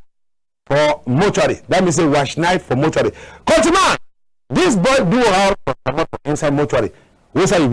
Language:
Cameroon Pidgin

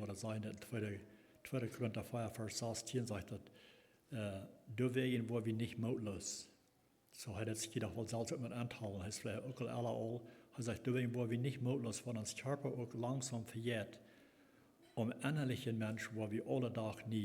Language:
Plautdietsch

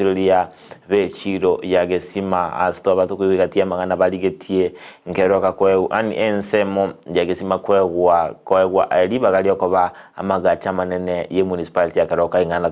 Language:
Gusii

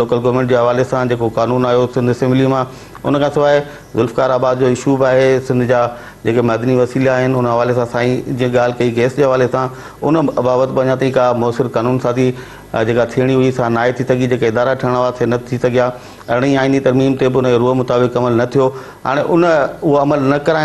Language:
Sindhi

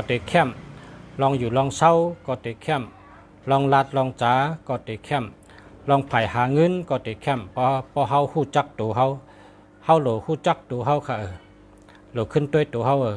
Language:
Shan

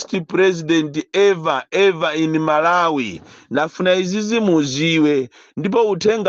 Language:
Nyanja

